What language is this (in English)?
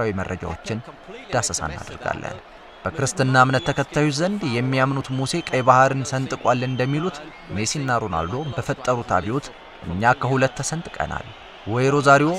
Amharic